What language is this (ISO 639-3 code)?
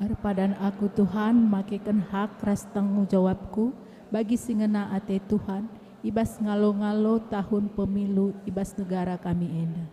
btx